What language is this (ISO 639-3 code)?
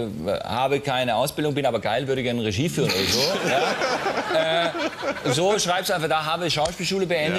deu